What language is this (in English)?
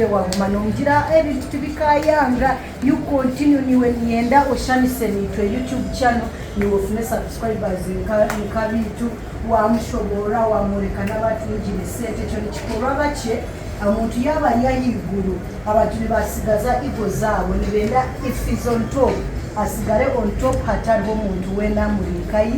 Nyankole